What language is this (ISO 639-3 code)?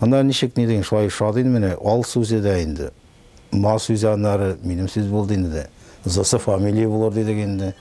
tat